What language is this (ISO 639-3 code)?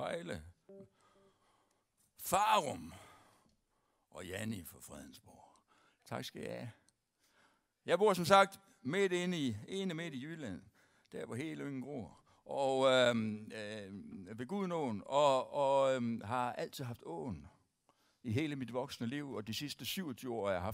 dan